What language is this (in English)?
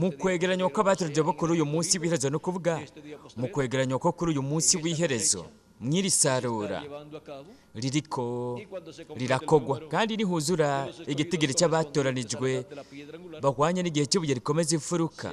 Rundi